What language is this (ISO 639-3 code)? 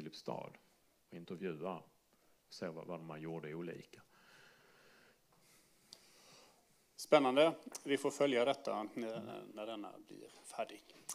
swe